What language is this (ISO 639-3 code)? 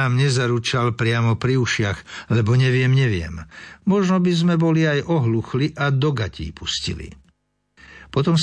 slk